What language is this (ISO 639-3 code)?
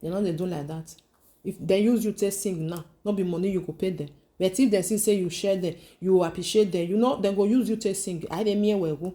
pcm